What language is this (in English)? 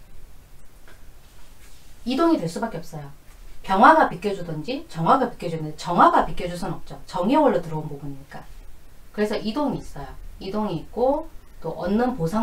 Korean